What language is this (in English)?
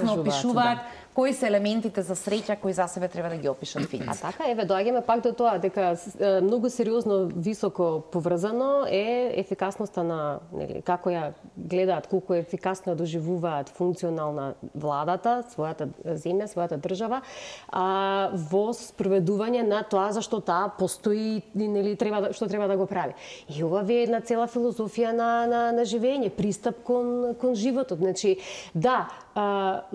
Macedonian